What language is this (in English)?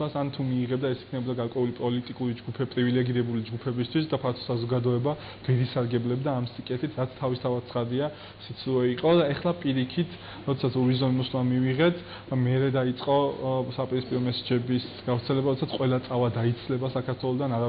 Georgian